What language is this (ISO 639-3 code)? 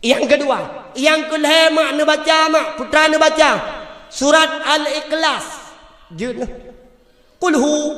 ace